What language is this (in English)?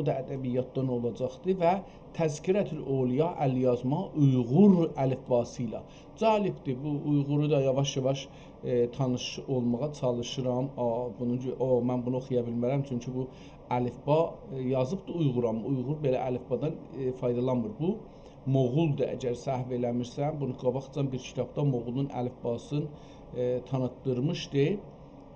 South Azerbaijani